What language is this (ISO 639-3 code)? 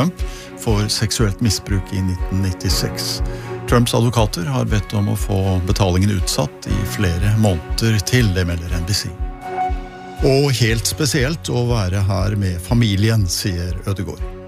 nor